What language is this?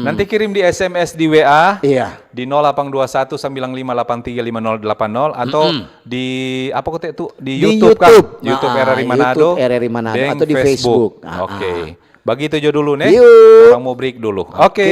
Manado Malay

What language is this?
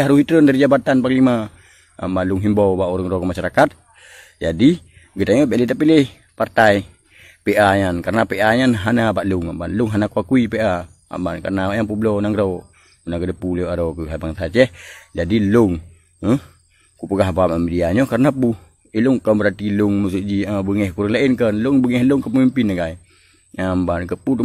Achinese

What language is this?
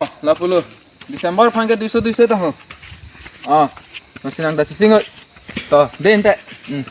Karbi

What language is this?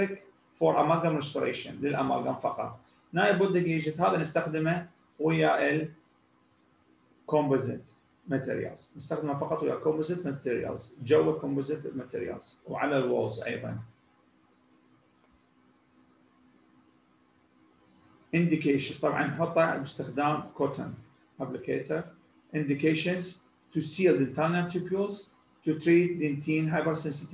Mesopotamian Arabic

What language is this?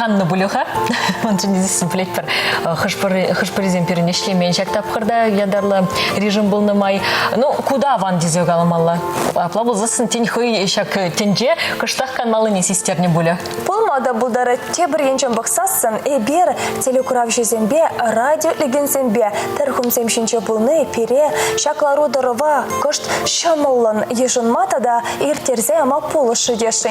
Chuvash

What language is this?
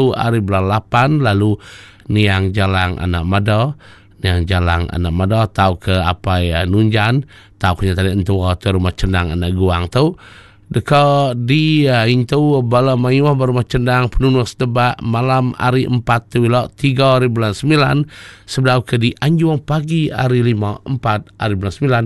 Iban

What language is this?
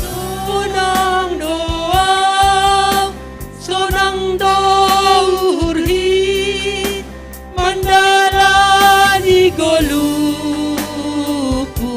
Batak Simalungun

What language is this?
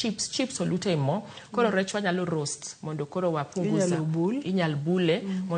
Luo (Kenya and Tanzania)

